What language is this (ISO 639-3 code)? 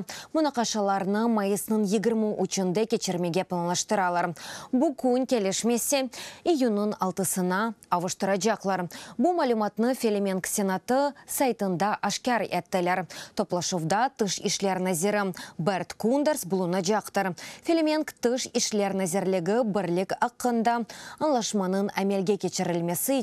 crh